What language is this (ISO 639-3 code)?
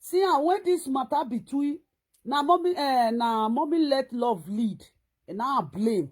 pcm